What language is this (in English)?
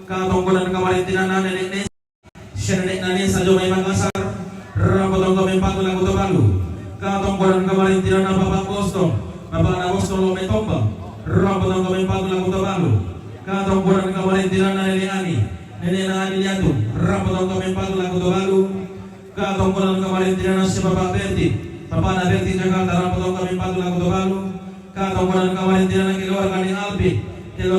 Toraja-Sa'dan